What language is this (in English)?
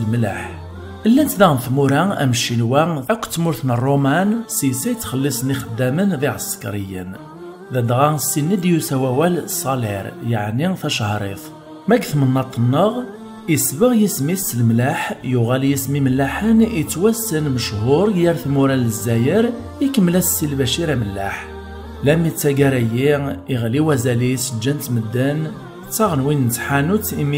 Kabyle